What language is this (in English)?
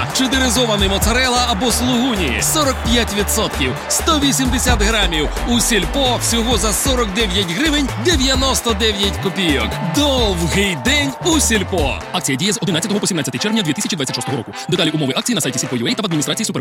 Ukrainian